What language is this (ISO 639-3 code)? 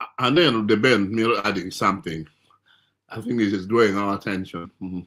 ach